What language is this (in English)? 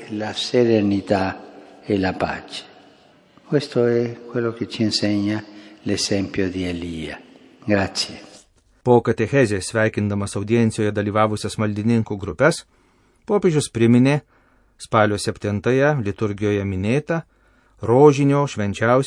Lithuanian